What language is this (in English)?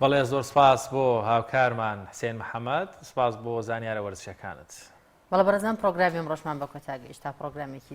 Central Kurdish